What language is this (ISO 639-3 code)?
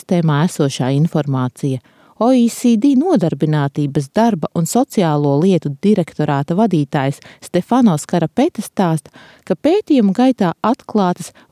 lav